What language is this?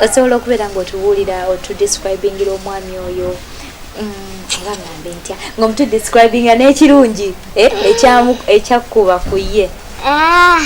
Ganda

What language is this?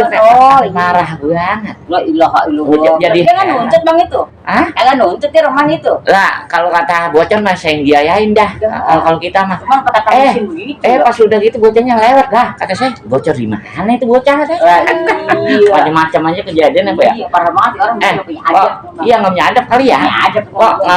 Betawi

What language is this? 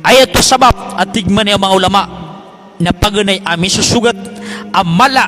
Maranao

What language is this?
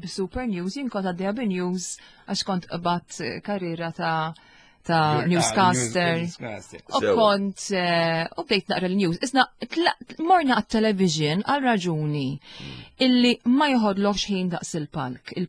Maltese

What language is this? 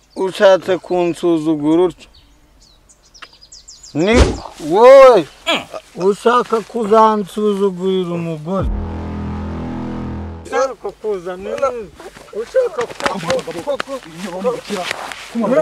Kinyarwanda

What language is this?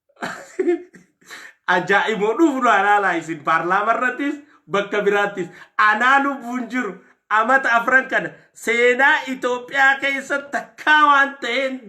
Oromo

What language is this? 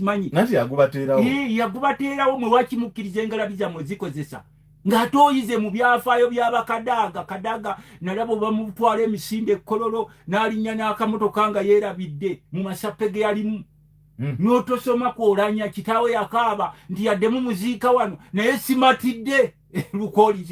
Ganda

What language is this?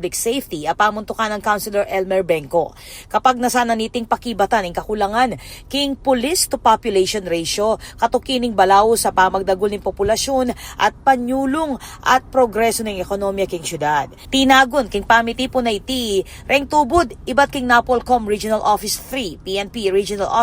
Pampanga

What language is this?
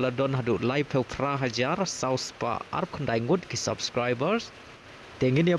Khasi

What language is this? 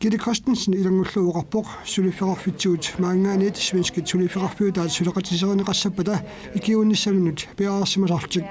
Kalaallisut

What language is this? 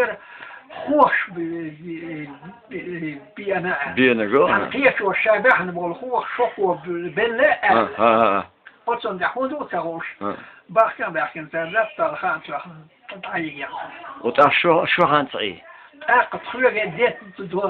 Chechen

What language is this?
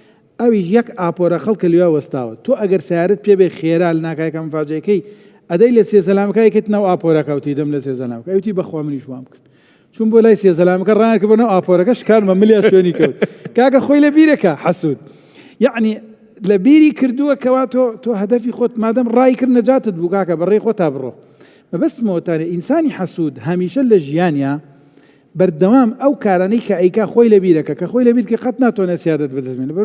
Central Kurdish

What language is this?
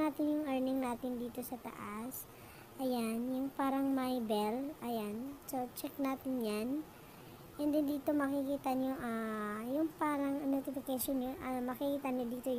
Filipino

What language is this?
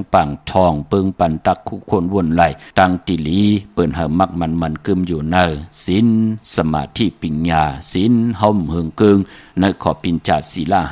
Shan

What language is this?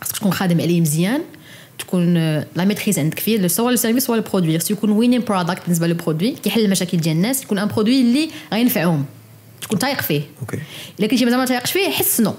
Moroccan Arabic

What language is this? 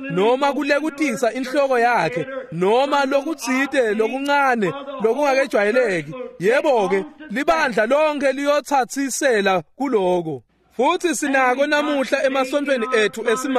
Swati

